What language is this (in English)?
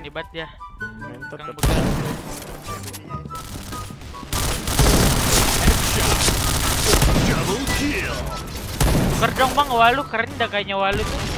Indonesian